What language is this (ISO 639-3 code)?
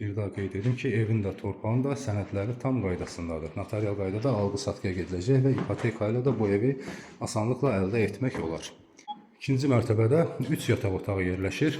aze